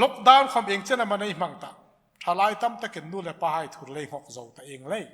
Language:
Hmar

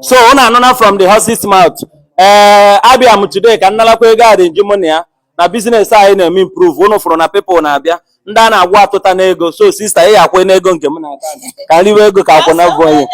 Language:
Igbo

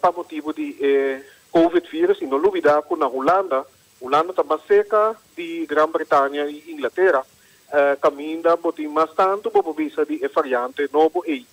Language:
Papiamento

